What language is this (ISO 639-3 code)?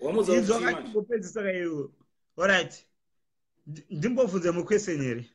sna